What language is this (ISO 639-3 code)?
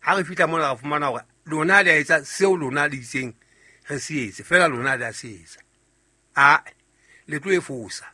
sot